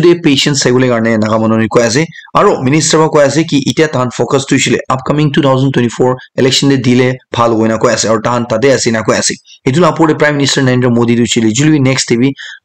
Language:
Naga Pidgin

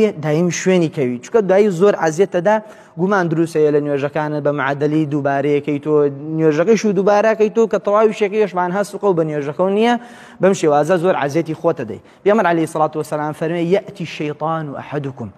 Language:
Central Kurdish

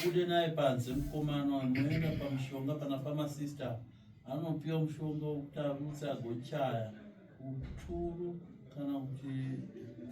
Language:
Shona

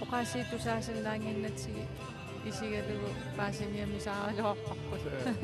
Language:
Kalaallisut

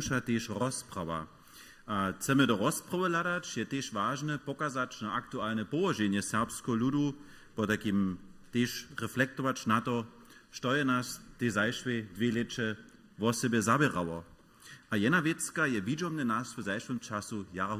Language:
Upper Sorbian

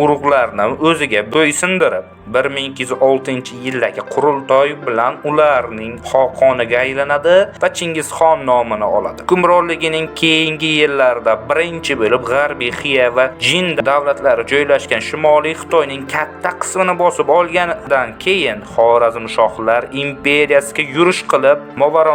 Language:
Uzbek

